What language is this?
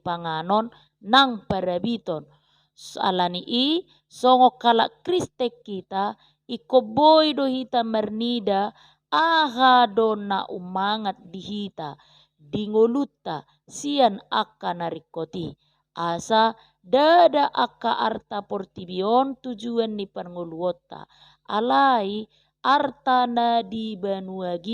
Batak Toba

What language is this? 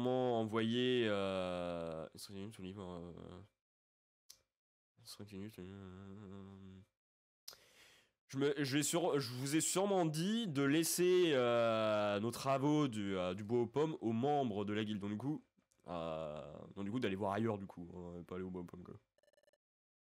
French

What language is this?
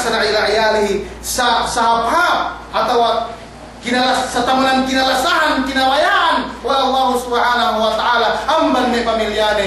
Yakan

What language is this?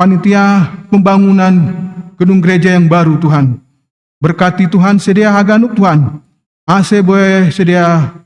Batak Simalungun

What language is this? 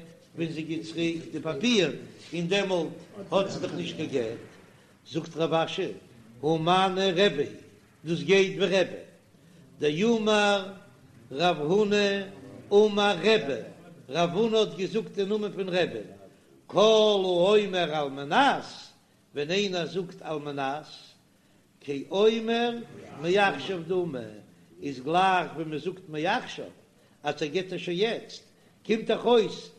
Yiddish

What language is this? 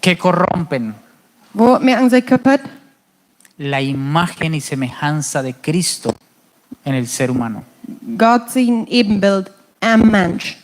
Plautdietsch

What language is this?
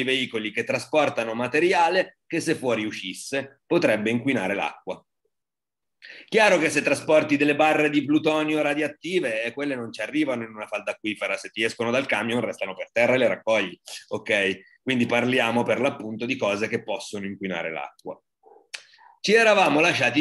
Italian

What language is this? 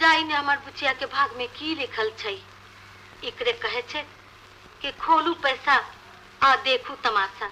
Maithili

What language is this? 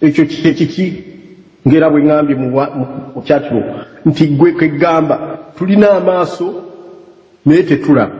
Ganda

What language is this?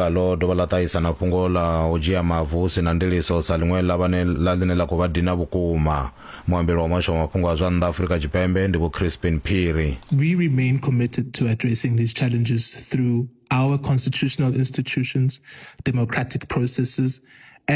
Venda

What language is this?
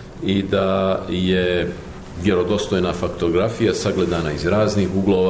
Croatian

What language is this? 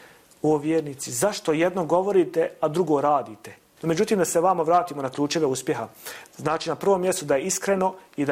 Bosnian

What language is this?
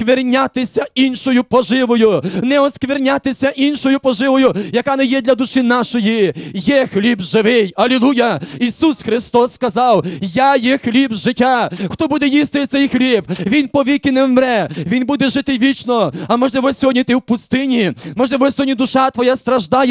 Ukrainian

